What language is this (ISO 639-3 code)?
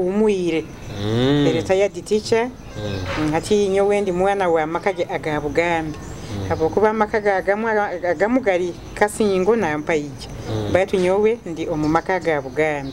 nyo